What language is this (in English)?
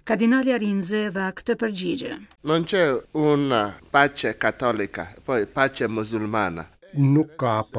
Albanian